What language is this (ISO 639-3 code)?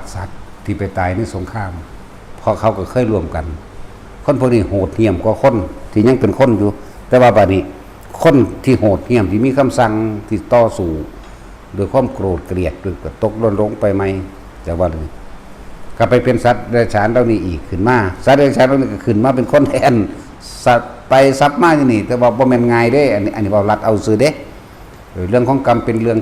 tts